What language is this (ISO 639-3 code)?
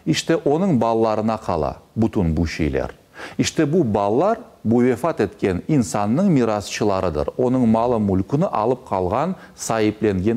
crh